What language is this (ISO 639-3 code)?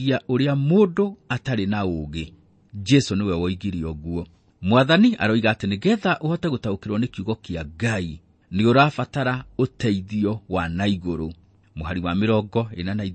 kik